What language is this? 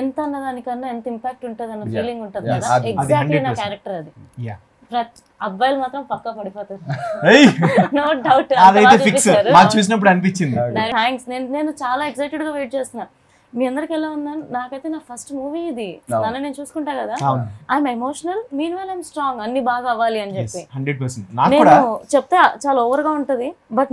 Telugu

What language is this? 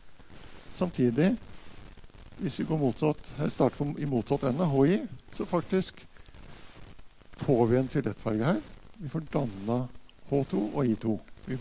Norwegian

